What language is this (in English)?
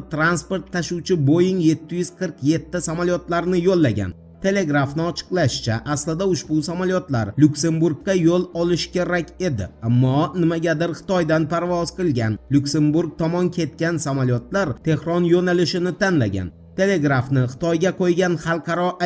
Uzbek